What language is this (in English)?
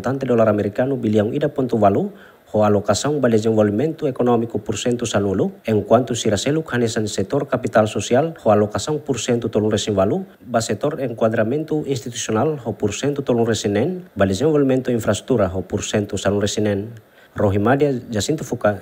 Tetum